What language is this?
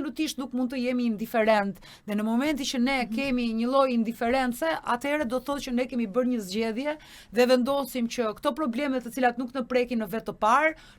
Albanian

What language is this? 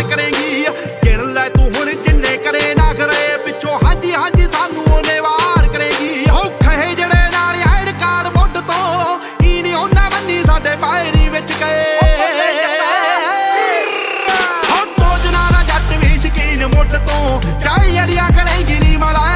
Punjabi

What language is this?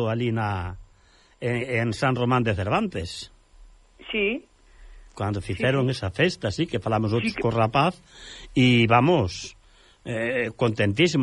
Galician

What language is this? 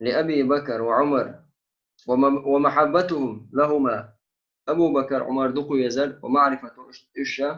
Chechen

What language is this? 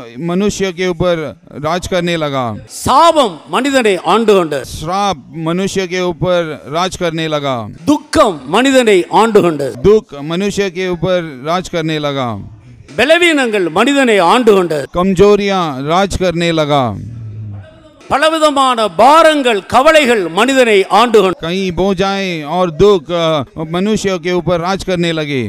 Tamil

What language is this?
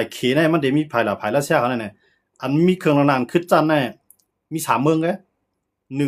Shan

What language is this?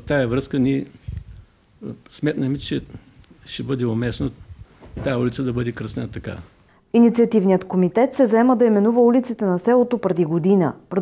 Bulgarian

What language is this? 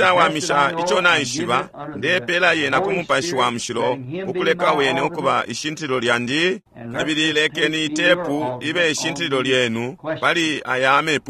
Bemba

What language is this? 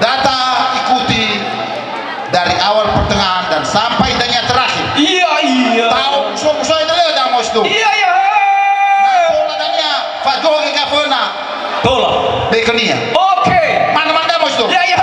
Nias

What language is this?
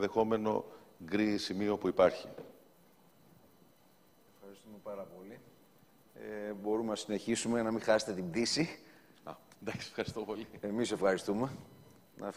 Greek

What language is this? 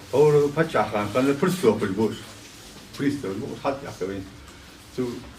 Ingush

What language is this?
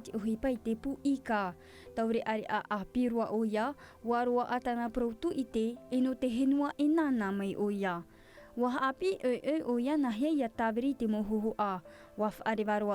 Tahitian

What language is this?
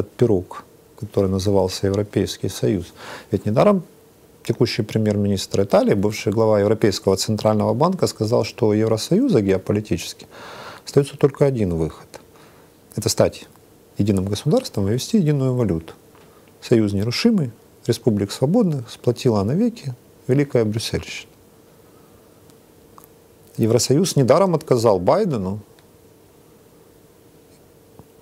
Russian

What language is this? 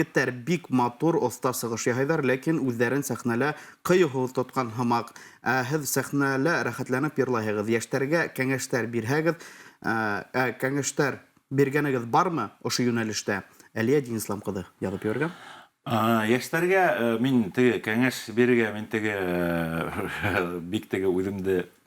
Bashkir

